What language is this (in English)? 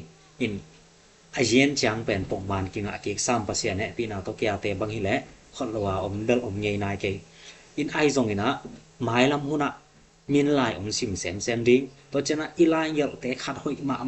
Tedim Chin